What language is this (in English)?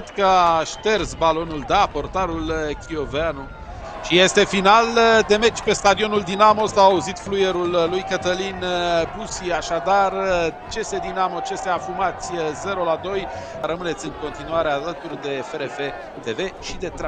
Romanian